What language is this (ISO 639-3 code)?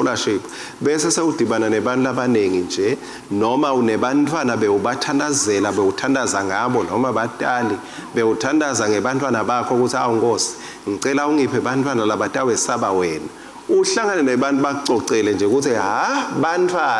ssw